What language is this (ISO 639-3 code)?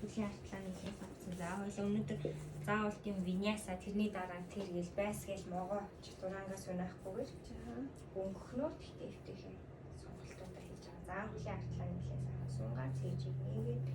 mon